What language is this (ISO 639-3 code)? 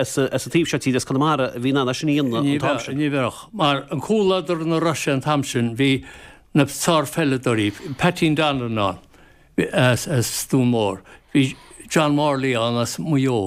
gle